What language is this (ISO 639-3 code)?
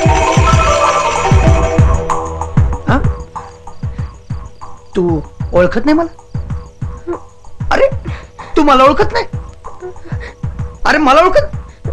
mar